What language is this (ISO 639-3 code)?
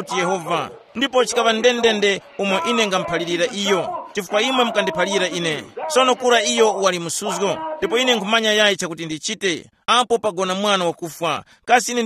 tum